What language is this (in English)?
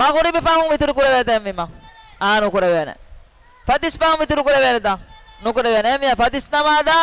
Divehi